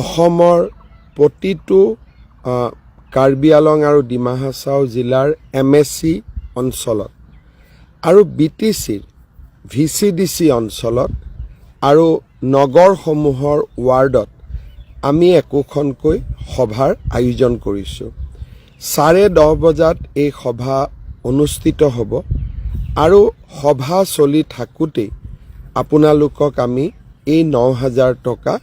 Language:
Assamese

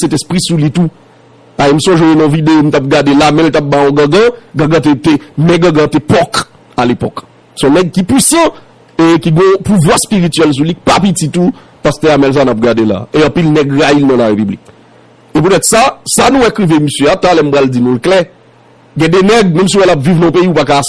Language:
Haitian Creole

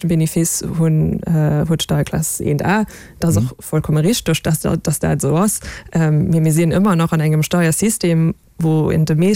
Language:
Luxembourgish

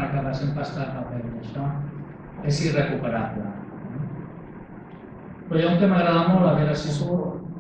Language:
Catalan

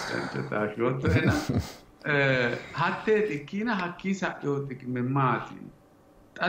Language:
Sidamo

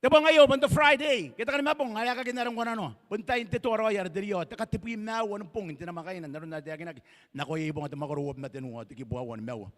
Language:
Gilbertese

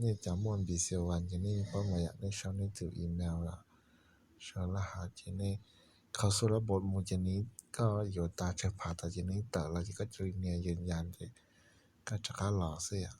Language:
Hmong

